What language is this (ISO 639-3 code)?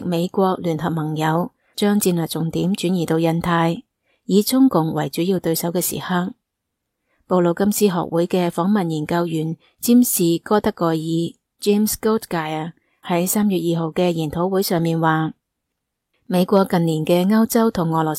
yue